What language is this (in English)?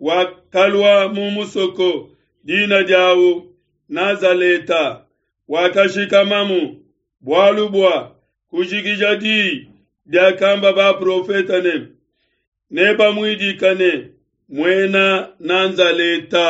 Luba-Lulua